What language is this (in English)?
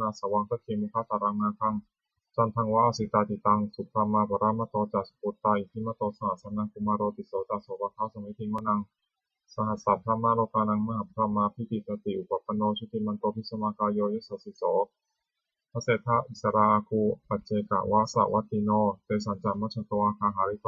Pali